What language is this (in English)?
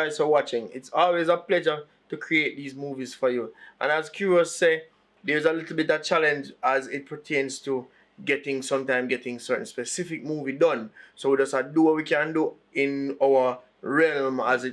Jamaican Creole English